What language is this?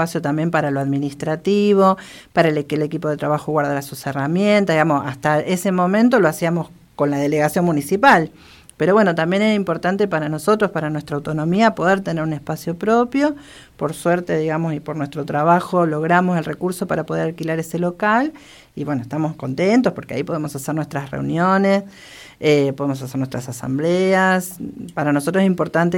Spanish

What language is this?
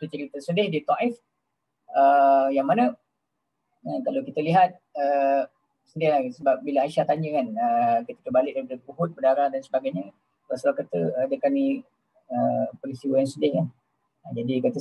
Malay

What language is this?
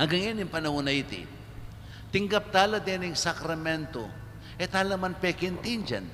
Pampanga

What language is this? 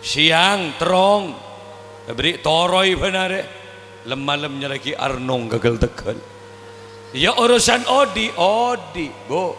Madurese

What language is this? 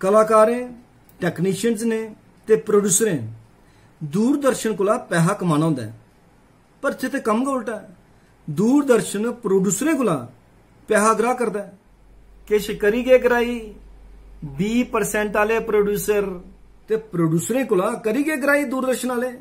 Dogri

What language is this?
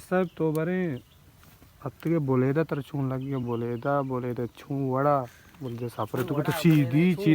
Baluchi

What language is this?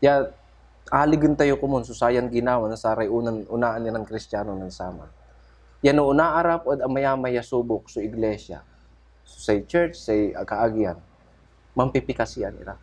Pangasinan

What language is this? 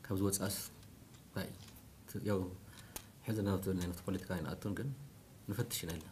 Tigrinya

